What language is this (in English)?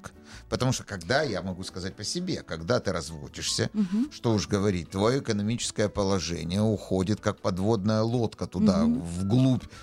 Russian